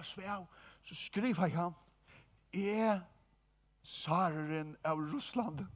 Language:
Faroese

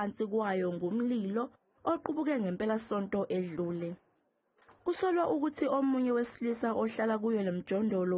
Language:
Zulu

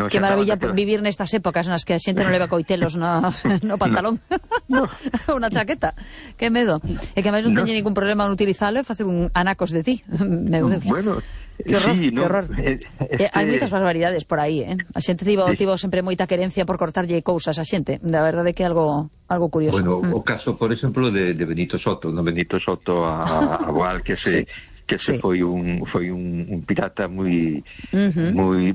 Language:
Galician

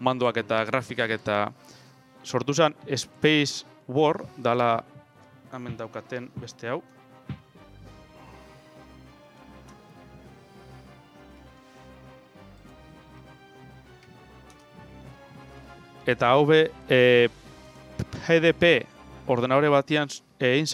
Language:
Basque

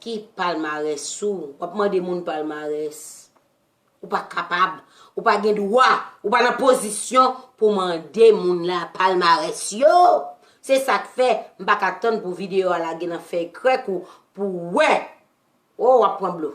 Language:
Haitian Creole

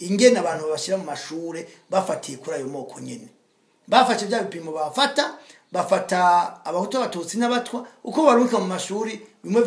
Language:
Rundi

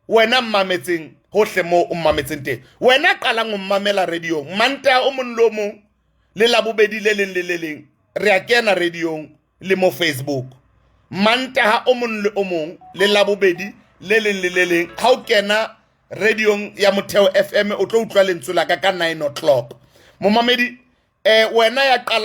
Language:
Southern Sotho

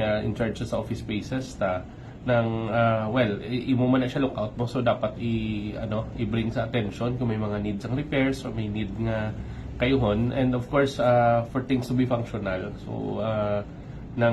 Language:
Hiligaynon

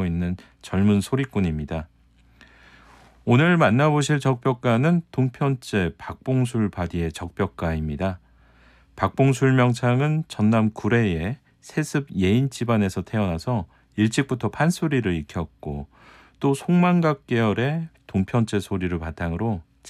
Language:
Korean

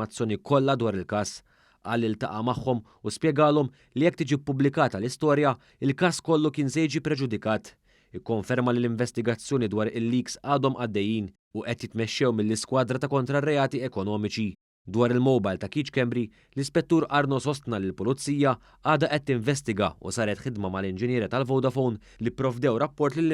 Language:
Maltese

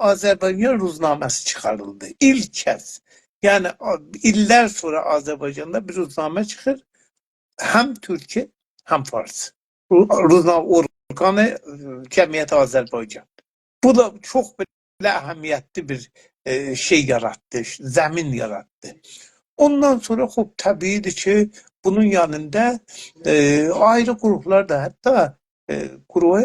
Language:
South Azerbaijani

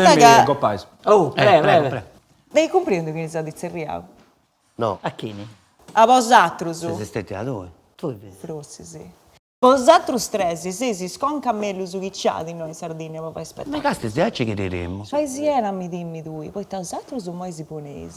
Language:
Sardinian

